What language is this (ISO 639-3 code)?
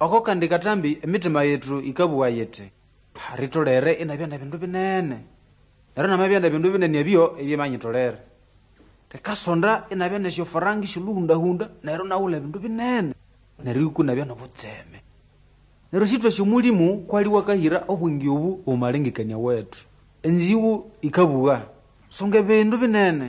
nnb